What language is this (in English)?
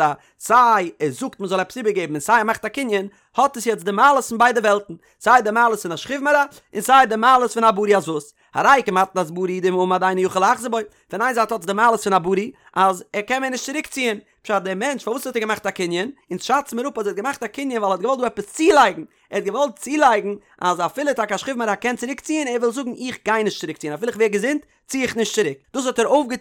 Yiddish